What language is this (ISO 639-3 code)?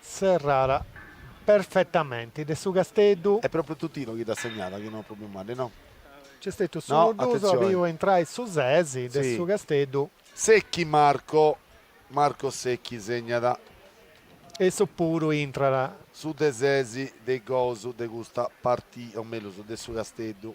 srd